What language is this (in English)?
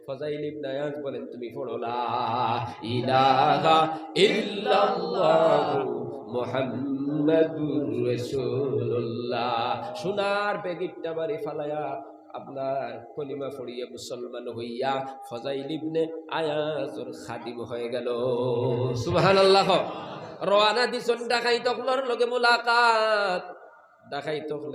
Sylheti